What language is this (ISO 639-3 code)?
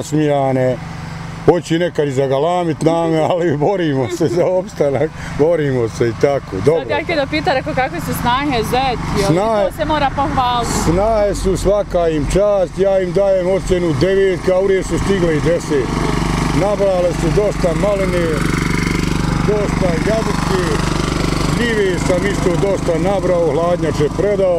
bos